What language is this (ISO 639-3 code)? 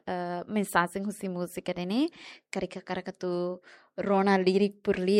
tet